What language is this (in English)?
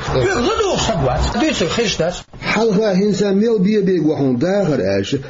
Chechen